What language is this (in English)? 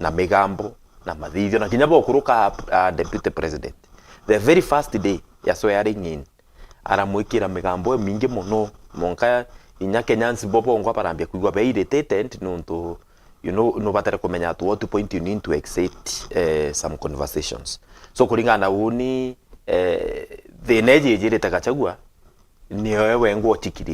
Meru